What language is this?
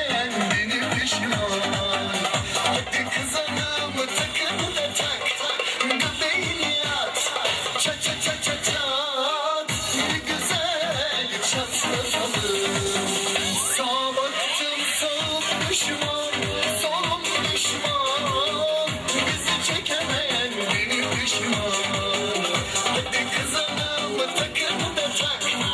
Turkish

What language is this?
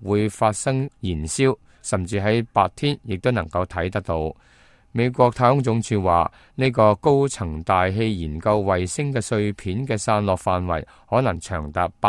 Cantonese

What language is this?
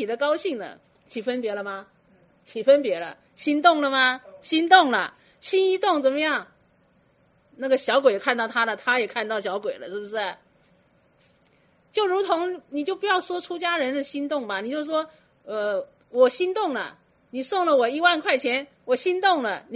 Chinese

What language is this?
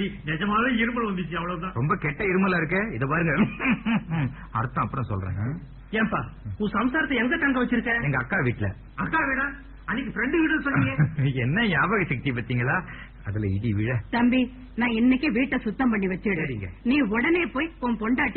Tamil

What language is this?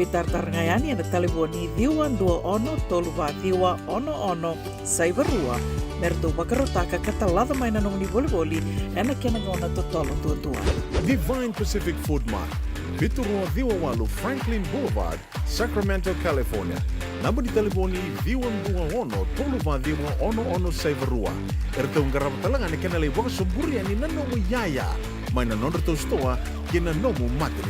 Fijian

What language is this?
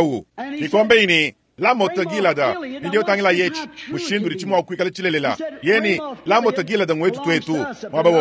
Luba-Lulua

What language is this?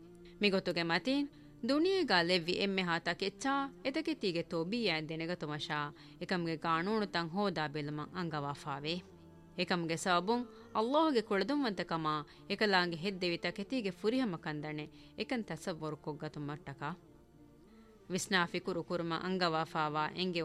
Divehi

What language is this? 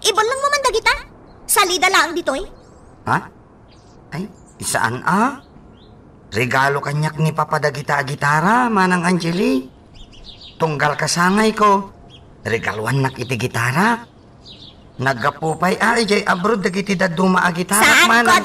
Iloko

